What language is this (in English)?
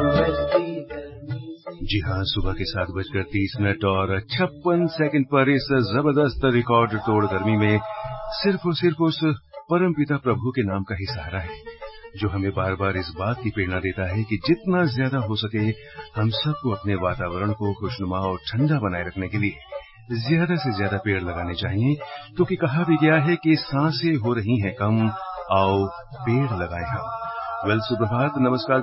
Hindi